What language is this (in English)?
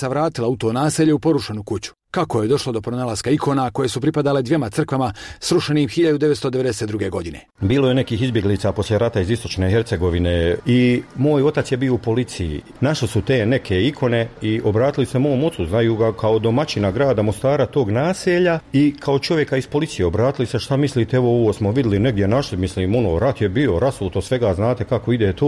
Bosnian